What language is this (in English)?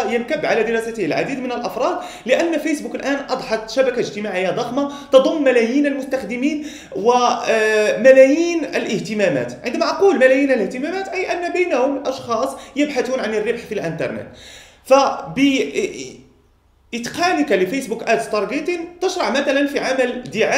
Arabic